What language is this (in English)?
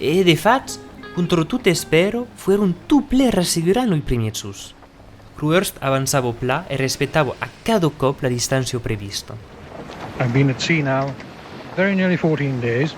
Occitan